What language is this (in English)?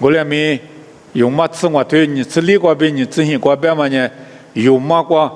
Lisu